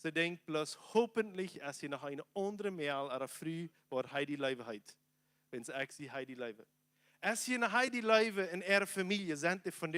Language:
Plautdietsch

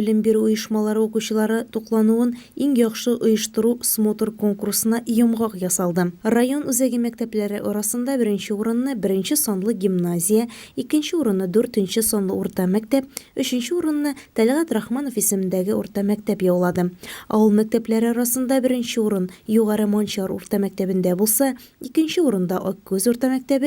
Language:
Tatar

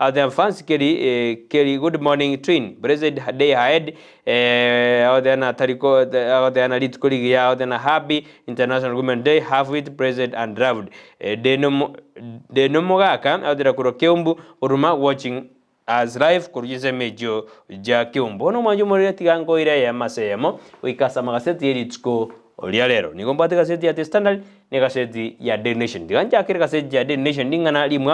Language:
Gusii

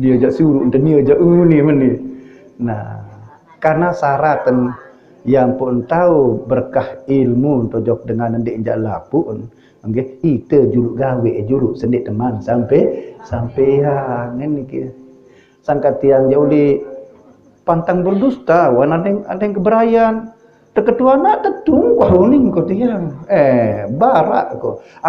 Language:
Sasak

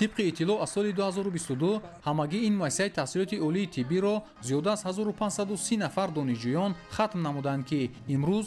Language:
Tajik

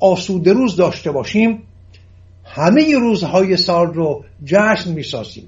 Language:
Persian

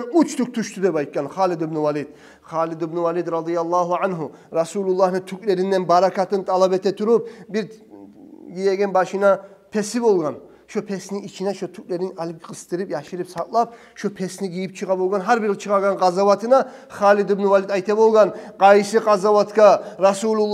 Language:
Kumyk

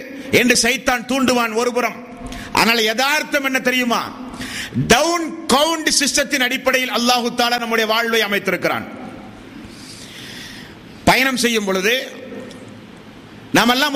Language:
Tamil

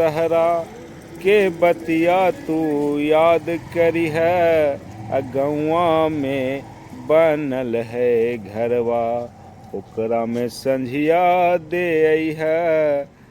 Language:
Magahi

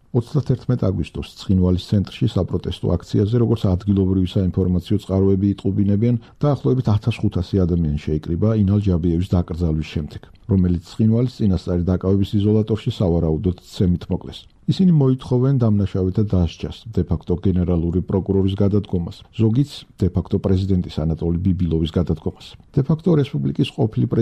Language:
Georgian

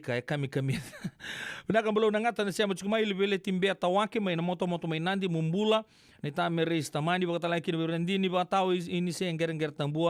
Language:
Fijian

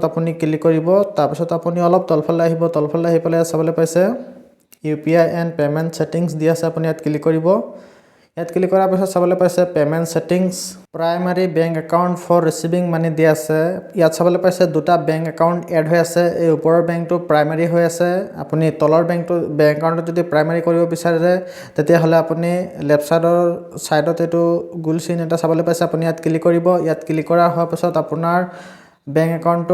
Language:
Assamese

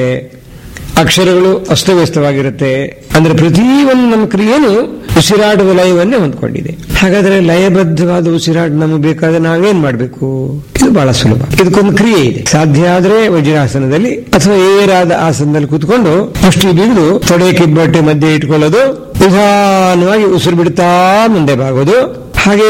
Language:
Kannada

